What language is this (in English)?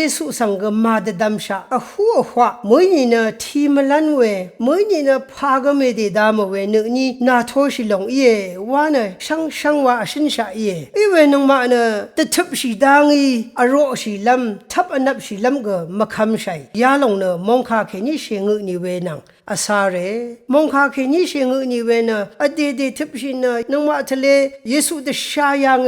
Rawang